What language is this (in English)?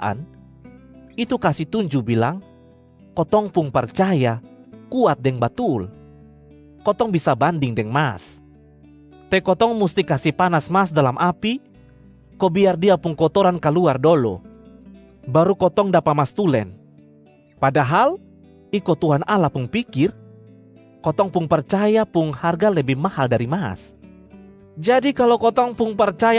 Kupang Malay